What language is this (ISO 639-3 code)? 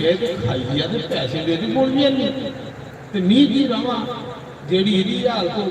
doi